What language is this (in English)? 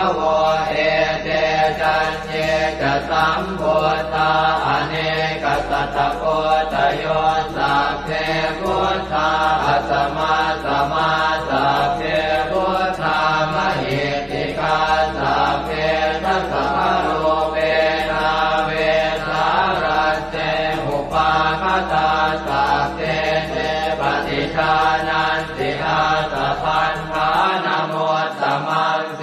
Pali